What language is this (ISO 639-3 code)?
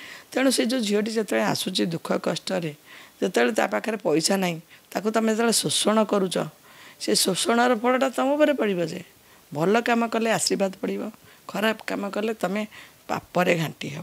ori